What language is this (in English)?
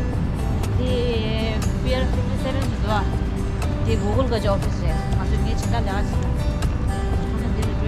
Tibetan